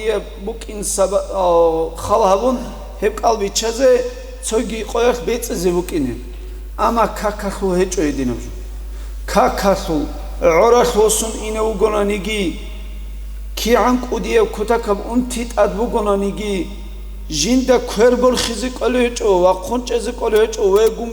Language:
Avaric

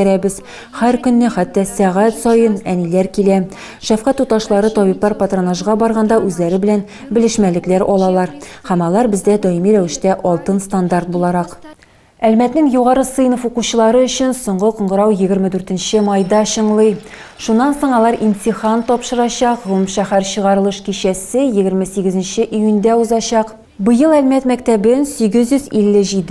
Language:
Tatar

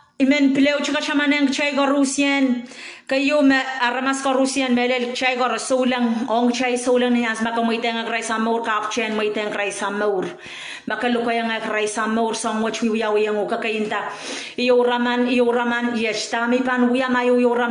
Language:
Pohnpeian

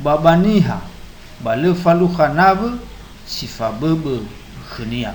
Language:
Nias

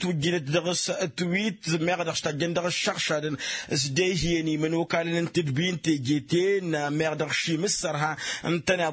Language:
Tamasheq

